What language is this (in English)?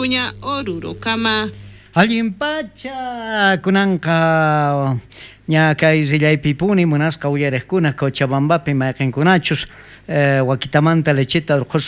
South Bolivian Quechua